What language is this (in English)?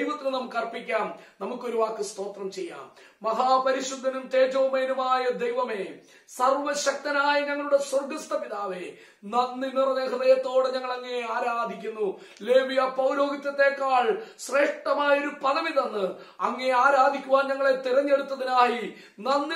Malayalam